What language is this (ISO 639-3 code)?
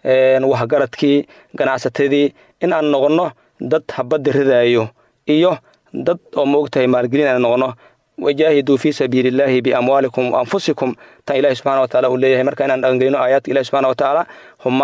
som